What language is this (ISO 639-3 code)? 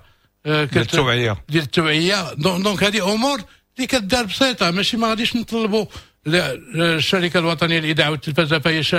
ary